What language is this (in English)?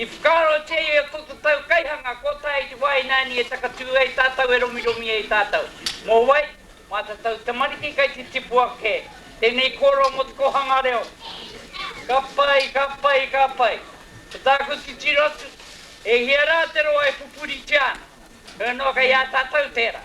Māori